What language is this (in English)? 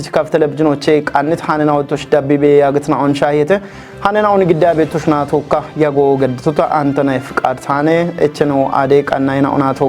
Kafa